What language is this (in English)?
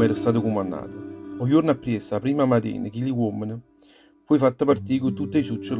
Neapolitan